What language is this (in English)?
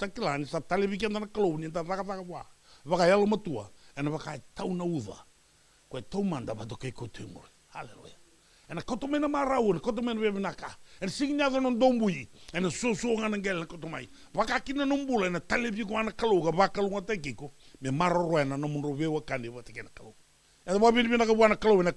Fijian